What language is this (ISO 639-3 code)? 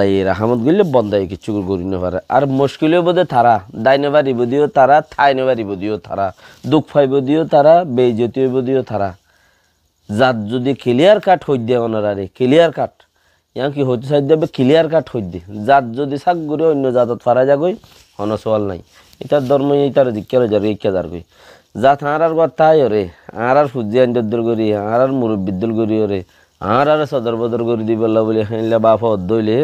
rhg